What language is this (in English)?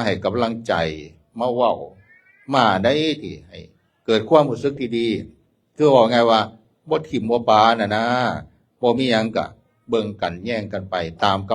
Northeastern Thai